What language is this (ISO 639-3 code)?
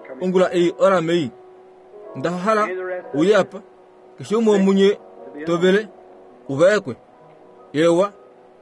kua